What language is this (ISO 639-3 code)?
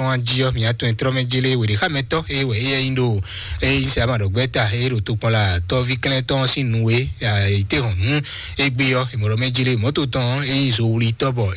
fon